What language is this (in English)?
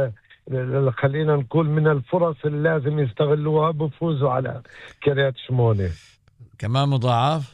North Levantine Arabic